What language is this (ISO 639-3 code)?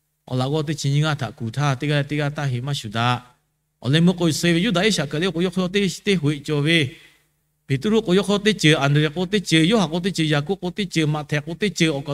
lhu